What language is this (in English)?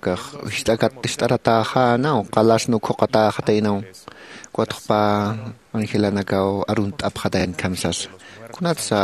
Aymara